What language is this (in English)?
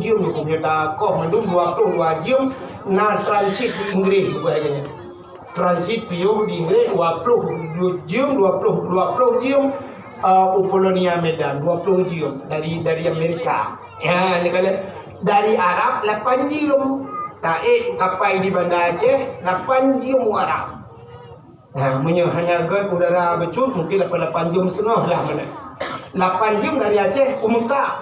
Achinese